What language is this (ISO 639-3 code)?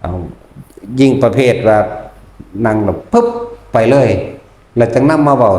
tts